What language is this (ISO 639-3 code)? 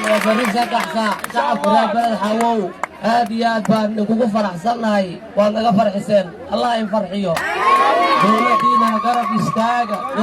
som